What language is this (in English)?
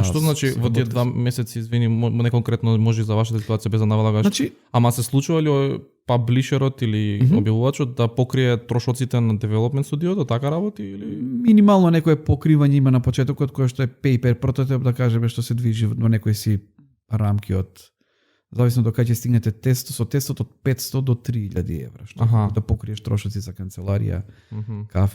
Macedonian